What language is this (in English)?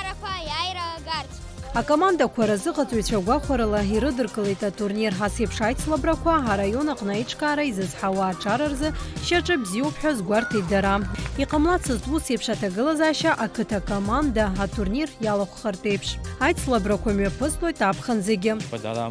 Abkhazian